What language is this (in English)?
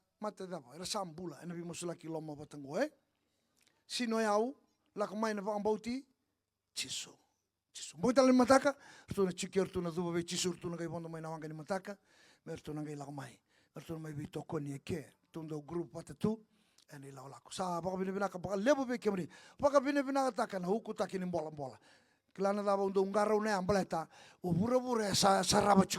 Fijian